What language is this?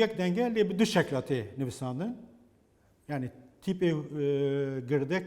Kurdish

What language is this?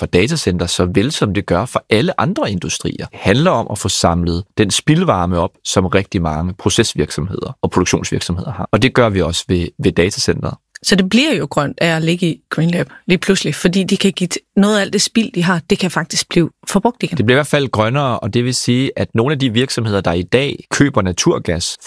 Danish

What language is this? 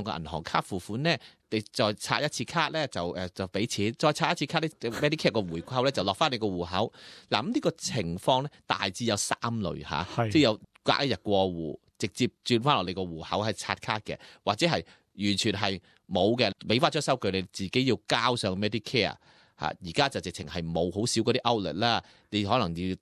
Cantonese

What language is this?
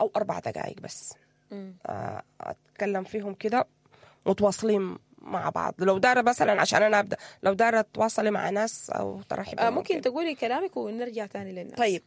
Sudanese Arabic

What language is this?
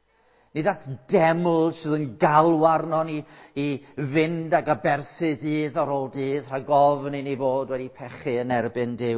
Welsh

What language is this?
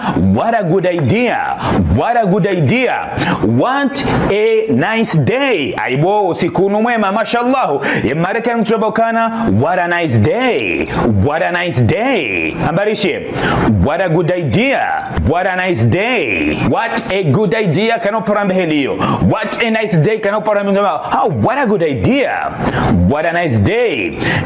Ngazidja Comorian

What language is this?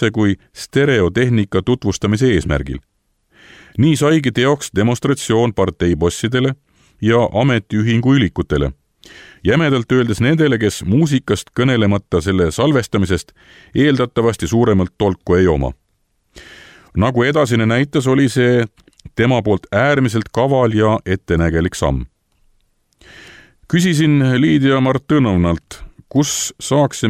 Estonian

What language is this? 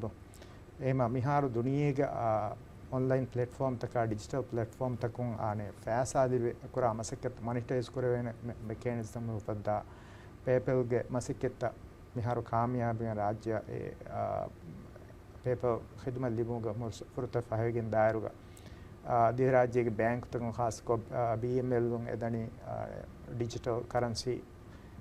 Divehi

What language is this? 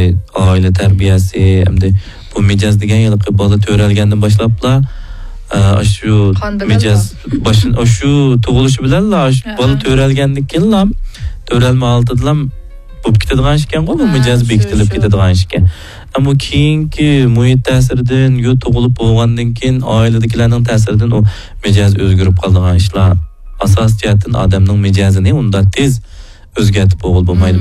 Uyghur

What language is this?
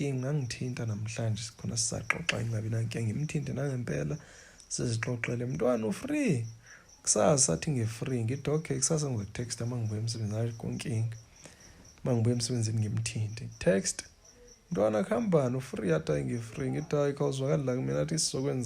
Zulu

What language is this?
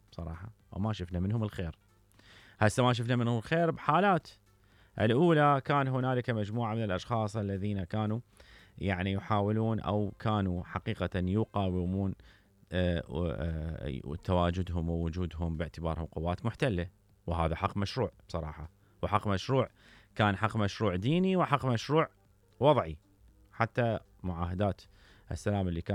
Mesopotamian Arabic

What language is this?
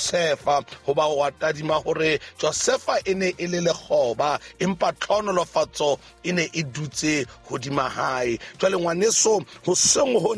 Southern Sotho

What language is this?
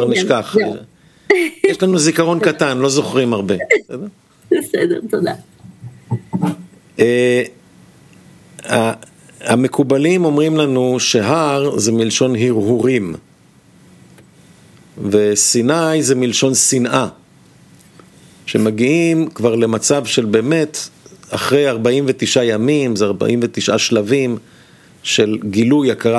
Hebrew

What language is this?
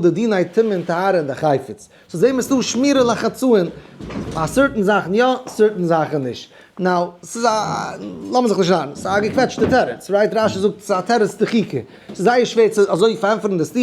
Yiddish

